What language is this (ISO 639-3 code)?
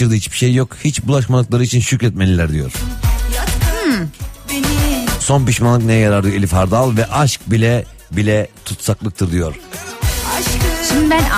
tur